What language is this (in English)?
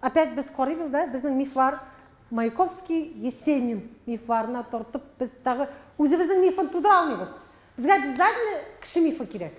Tatar